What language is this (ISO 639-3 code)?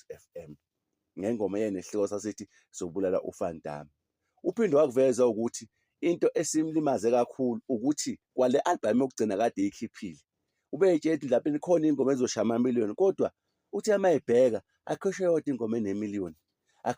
zul